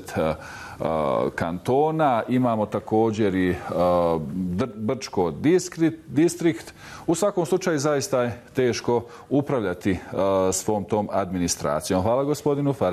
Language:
Bosnian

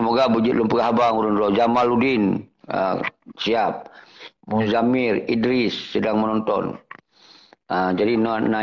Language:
Achinese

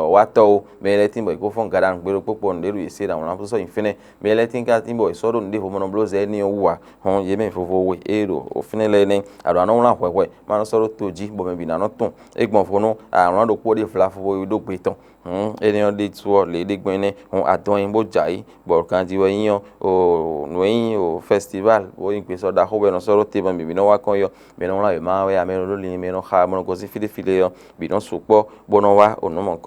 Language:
Fon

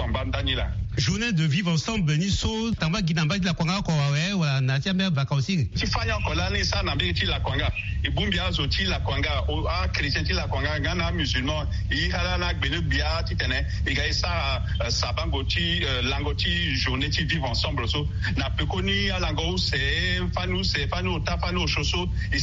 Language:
Sango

